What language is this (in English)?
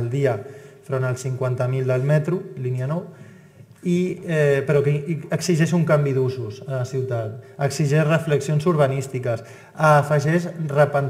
Catalan